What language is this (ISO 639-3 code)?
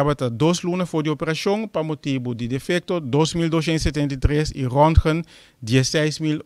pap